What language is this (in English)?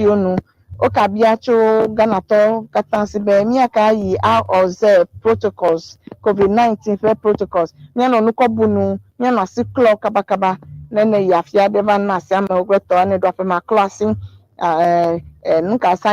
Ewe